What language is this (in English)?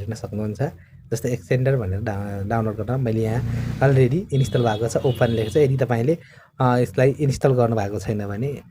Nepali